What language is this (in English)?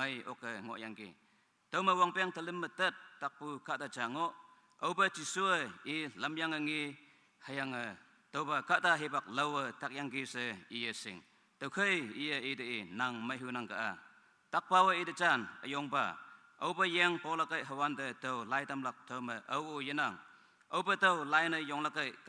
Naga Pidgin